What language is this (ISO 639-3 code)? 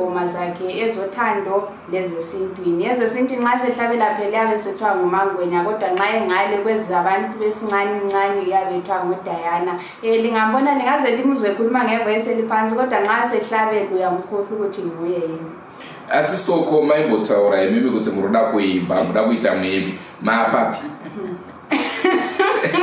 sna